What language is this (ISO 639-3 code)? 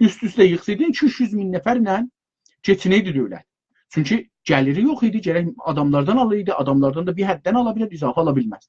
azb